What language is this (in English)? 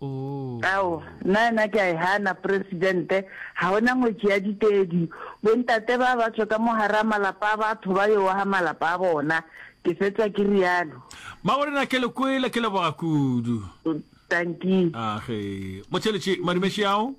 Northern Sotho